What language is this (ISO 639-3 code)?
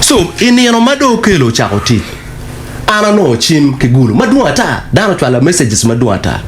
ach